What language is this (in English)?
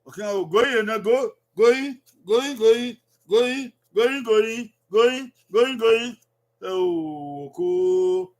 Bini